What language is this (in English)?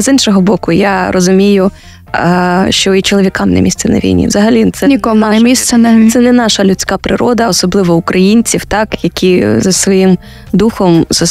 Ukrainian